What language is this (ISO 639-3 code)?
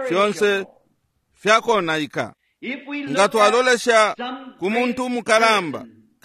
bem